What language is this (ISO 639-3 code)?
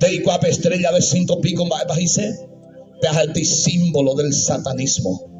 grn